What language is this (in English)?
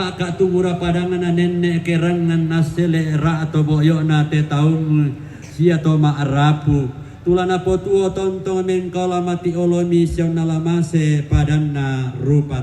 Toraja-Sa'dan